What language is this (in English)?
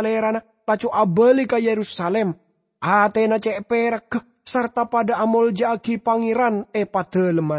Madurese